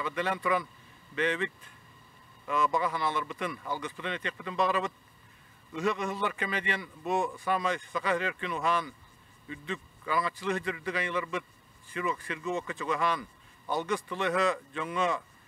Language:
Yakut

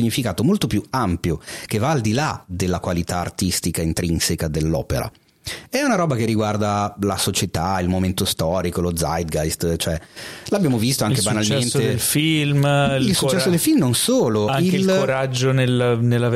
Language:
Italian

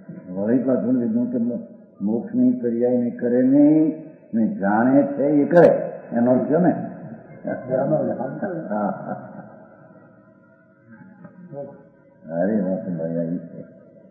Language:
Gujarati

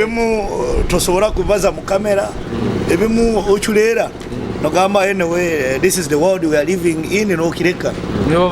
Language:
Nyoro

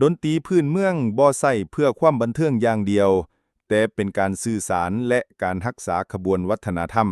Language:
Lao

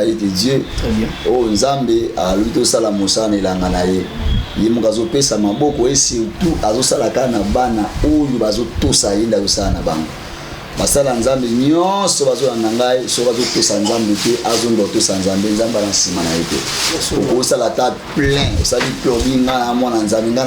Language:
Lingala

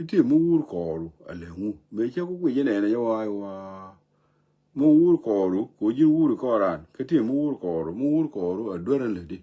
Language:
Nuer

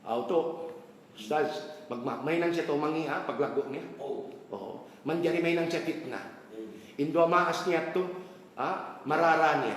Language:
Tausug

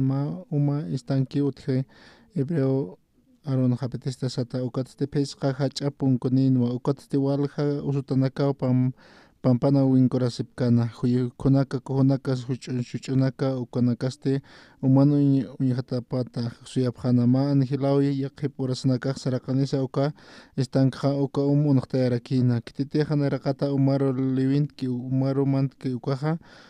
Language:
Aymara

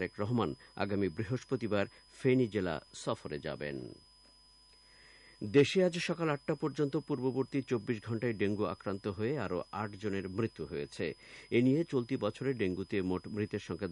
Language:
Bangla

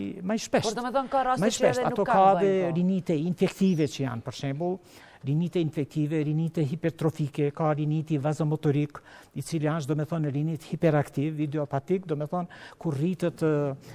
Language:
Albanian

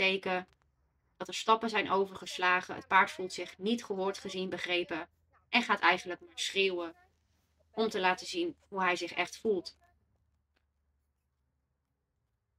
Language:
Dutch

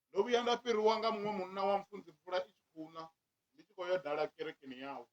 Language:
Venda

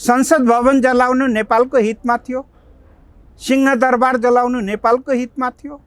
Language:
Nepali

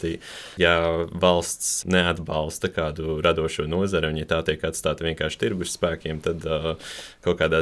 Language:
Latvian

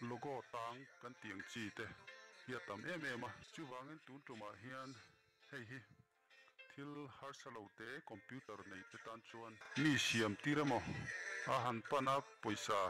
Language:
Mizo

